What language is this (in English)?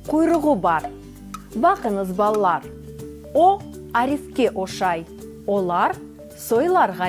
Crimean Tatar